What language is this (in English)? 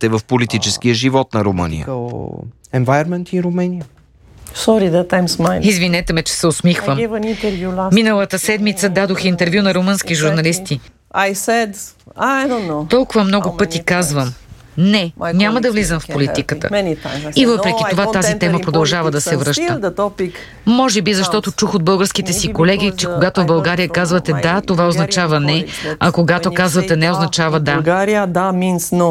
Bulgarian